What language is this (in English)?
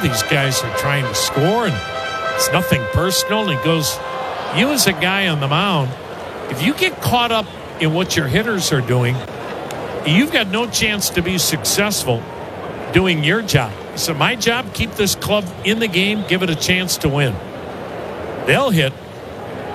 English